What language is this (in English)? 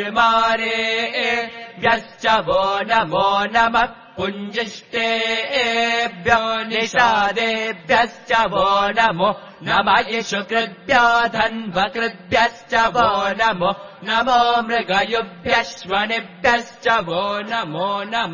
Sanskrit